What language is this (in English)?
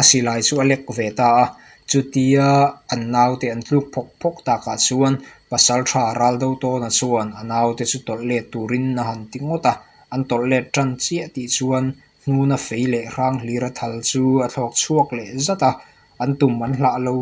Mizo